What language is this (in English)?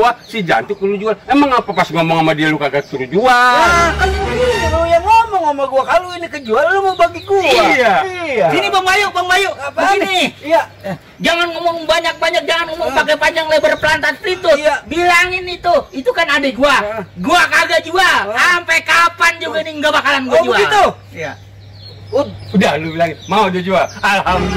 Betawi